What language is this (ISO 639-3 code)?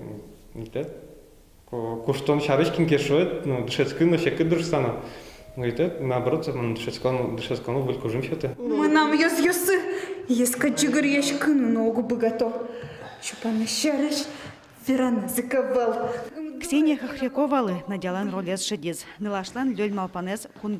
udm